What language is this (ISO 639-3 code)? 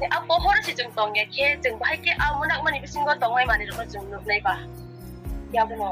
trp